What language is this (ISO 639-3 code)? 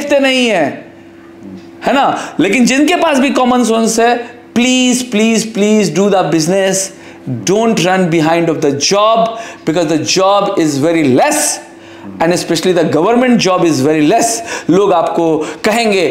hin